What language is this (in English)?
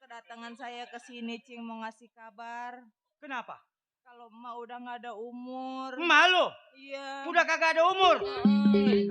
Betawi